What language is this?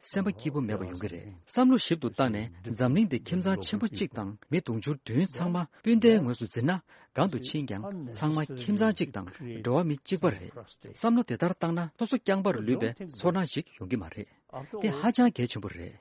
Tibetan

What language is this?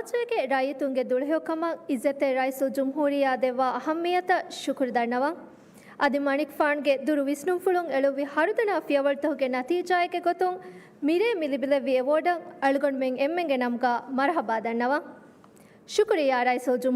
Divehi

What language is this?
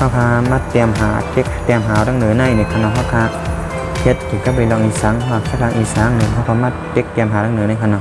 Shan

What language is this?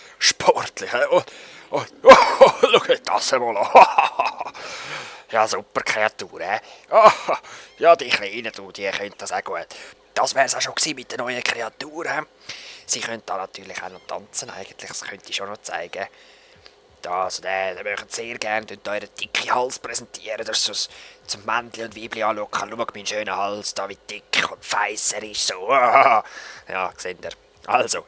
Swiss German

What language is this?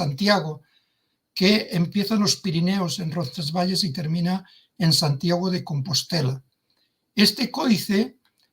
Ladino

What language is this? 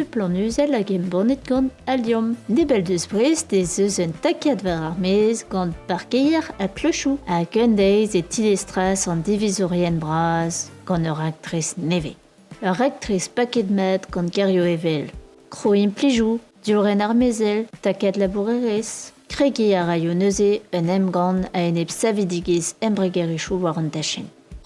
Breton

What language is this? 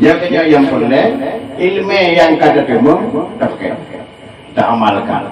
Achinese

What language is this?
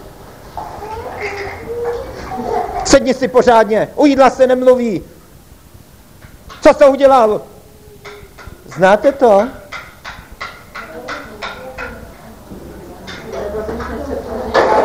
Czech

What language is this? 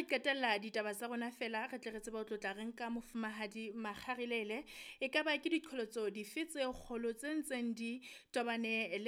Southern Sotho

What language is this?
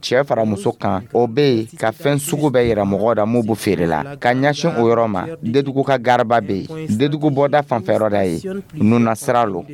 Dyula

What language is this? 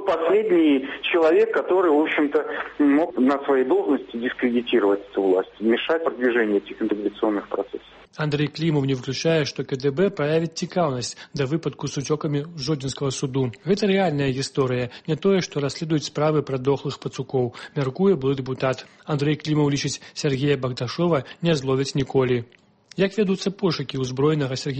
Belarusian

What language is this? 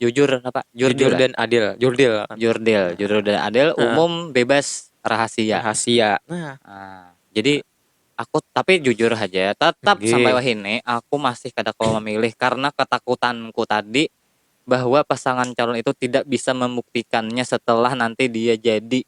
Banjar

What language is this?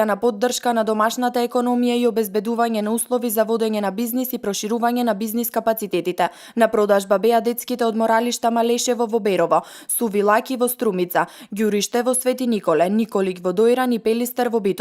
Macedonian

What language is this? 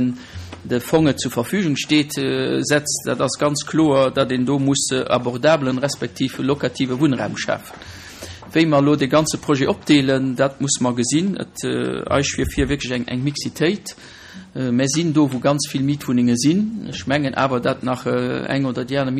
Luxembourgish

